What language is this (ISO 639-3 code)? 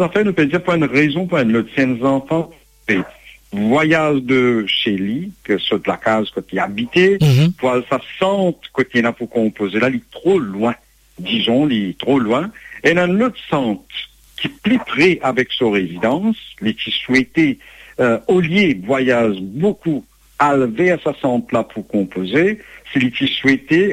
mfe